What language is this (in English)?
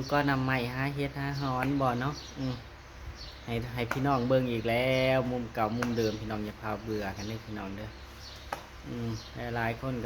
Northeastern Thai